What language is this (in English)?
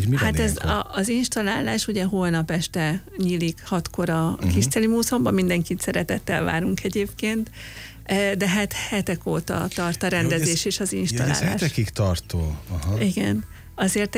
Hungarian